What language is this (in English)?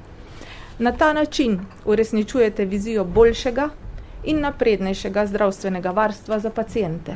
Slovenian